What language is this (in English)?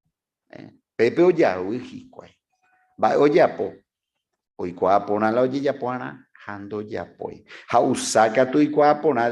Guarani